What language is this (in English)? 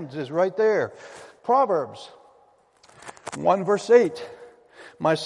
English